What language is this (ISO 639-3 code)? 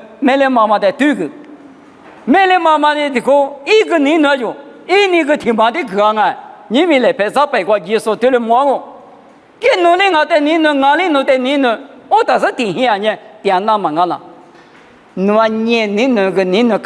lis